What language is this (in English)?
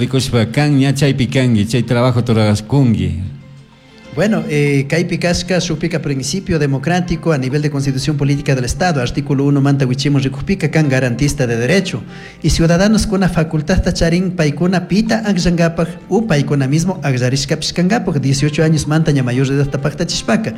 Chimborazo Highland Quichua